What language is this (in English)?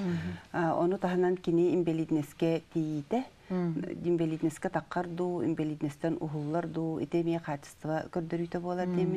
Yakut